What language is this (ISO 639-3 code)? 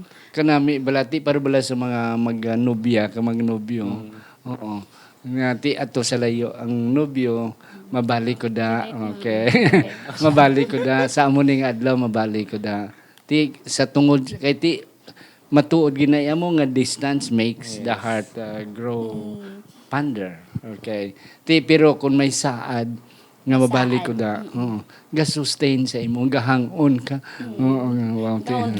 hil